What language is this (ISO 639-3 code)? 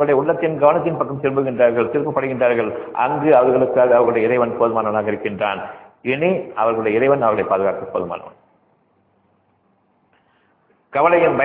tam